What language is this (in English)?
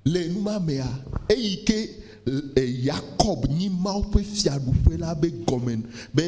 Ewe